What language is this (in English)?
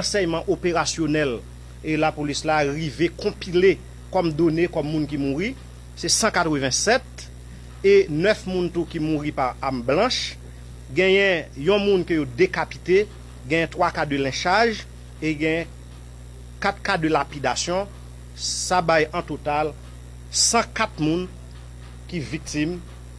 Haitian Creole